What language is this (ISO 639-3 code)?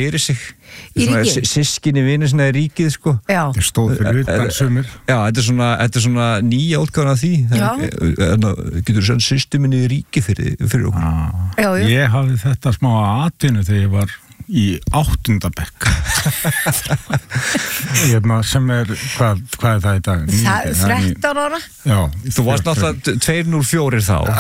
isl